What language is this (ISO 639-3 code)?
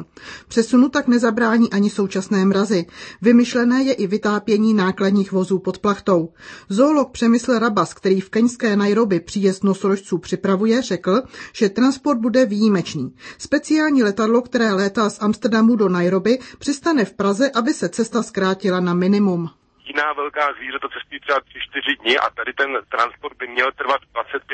ces